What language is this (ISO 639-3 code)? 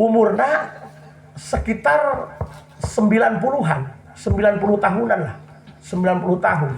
sun